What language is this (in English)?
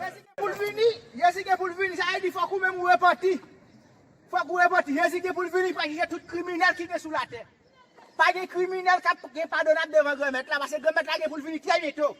Haitian Creole